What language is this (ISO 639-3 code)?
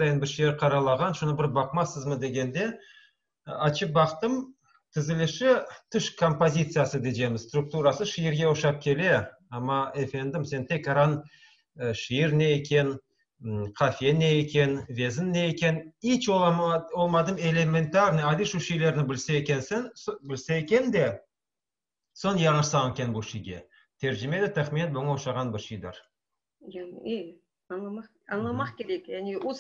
crh